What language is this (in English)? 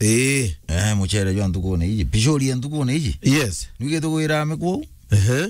Meru